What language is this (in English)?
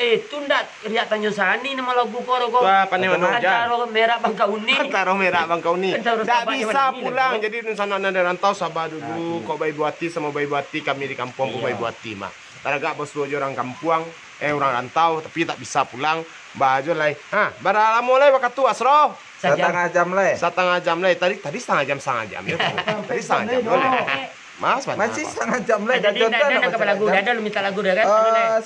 Minangkabau